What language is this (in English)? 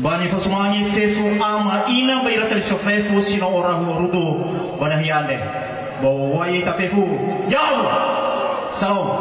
Nias